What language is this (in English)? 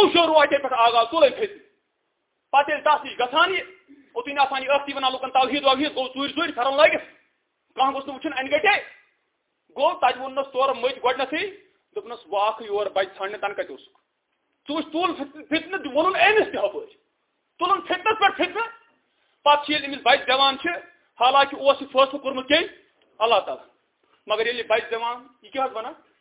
Kashmiri